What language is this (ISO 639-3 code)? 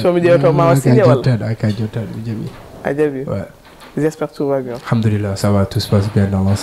ful